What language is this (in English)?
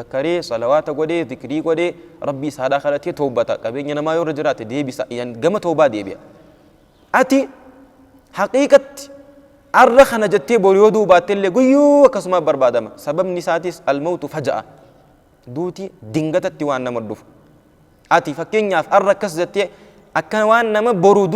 Oromo